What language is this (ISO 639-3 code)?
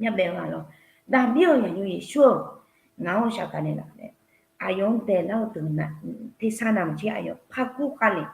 ahk